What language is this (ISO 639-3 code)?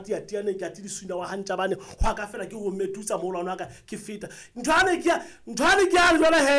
sot